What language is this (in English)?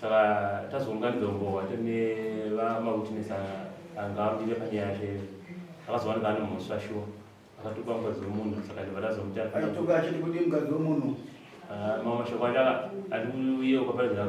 Shona